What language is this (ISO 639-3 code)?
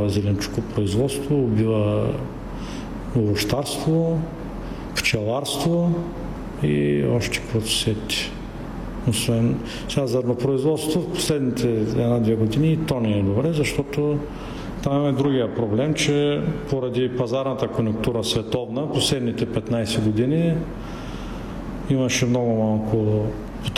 bul